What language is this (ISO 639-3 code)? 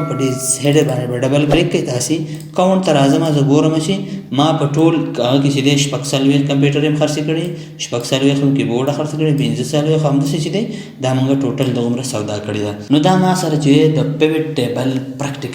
pus